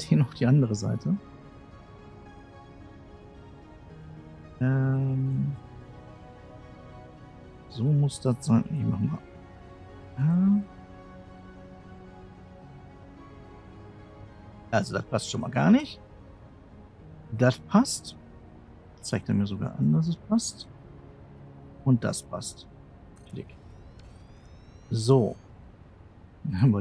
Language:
German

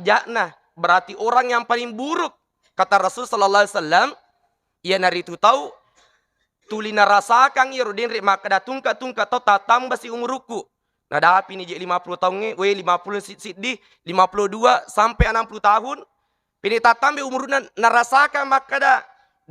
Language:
Buginese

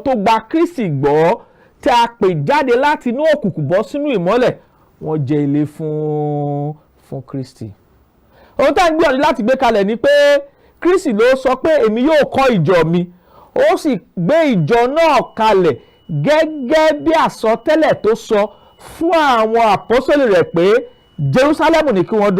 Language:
Yoruba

